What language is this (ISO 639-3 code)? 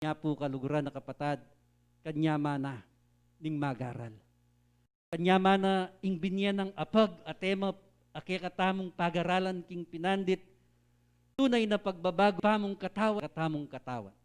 pam